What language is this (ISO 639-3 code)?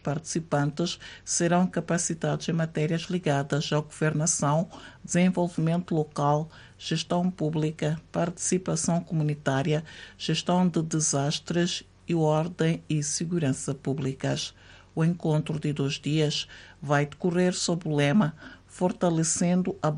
por